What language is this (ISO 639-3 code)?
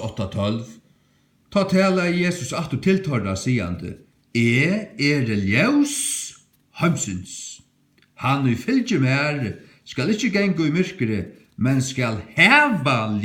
fao